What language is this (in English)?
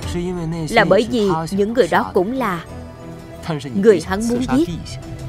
Vietnamese